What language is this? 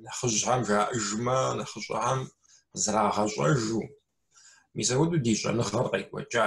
Kabardian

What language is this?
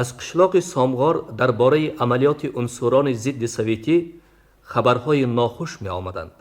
Tajik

